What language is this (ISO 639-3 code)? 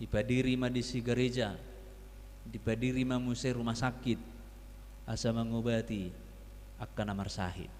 bbc